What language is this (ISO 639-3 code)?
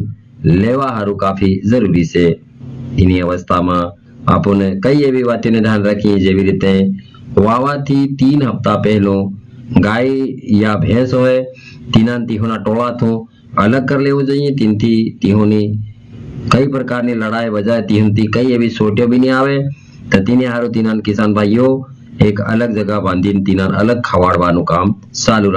guj